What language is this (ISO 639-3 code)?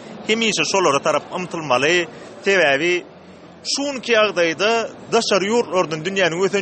tuk